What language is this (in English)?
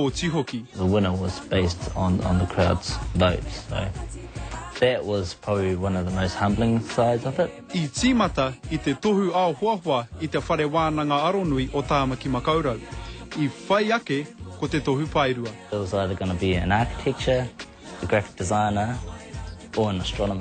Māori